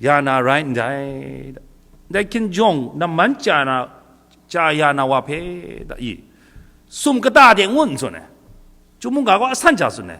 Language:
Kachin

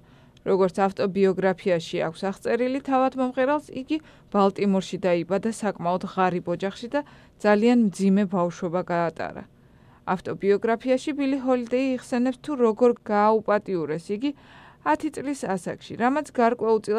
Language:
Georgian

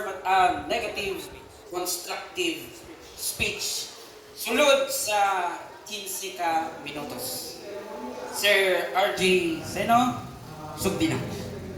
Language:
Cebuano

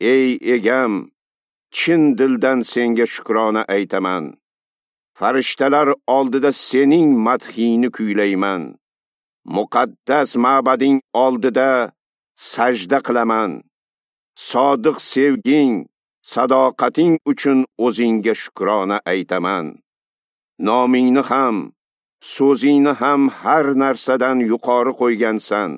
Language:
Uzbek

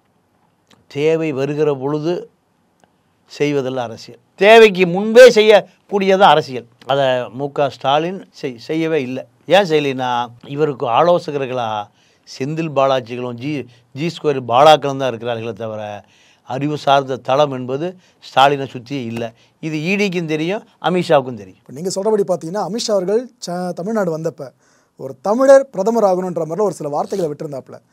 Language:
Tamil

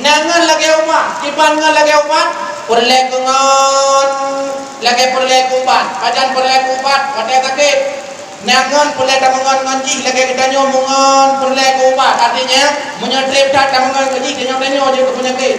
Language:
Achinese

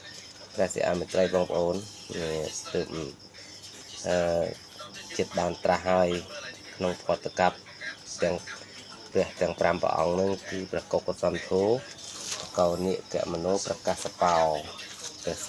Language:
Khmer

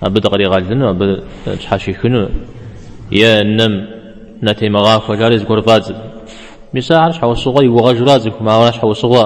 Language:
Kabardian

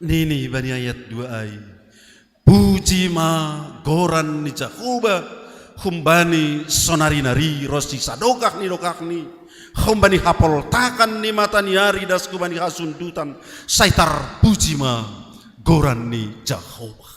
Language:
Batak Simalungun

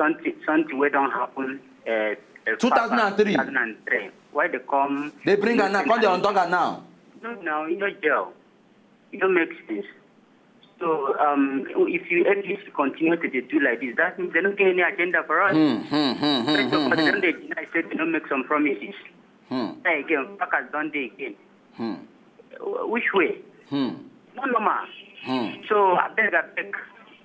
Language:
Nigerian Pidgin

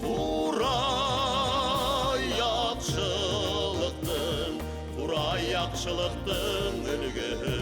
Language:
Bashkir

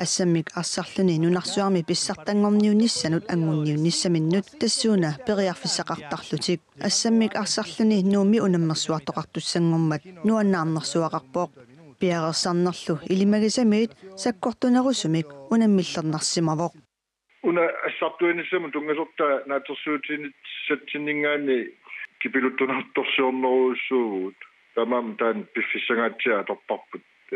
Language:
Kalaallisut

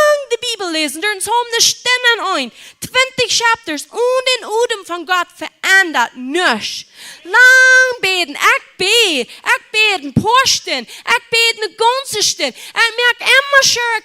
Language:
Plautdietsch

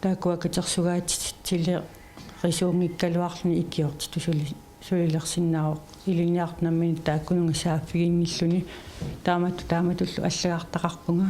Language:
Kalaallisut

